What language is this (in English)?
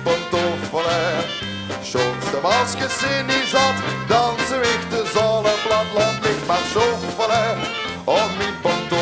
Limburgish